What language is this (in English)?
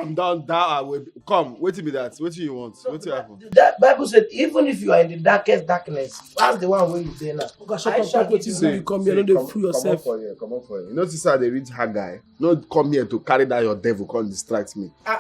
Nigerian Pidgin